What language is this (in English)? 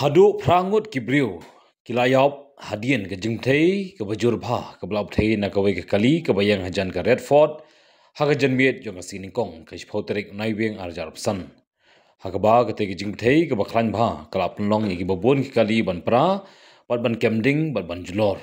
Khasi